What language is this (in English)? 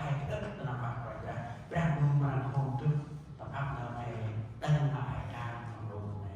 Central Mnong